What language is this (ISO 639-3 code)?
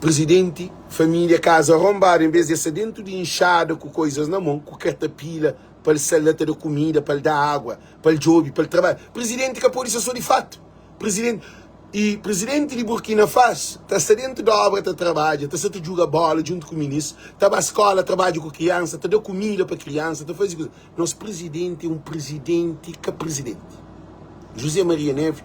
kea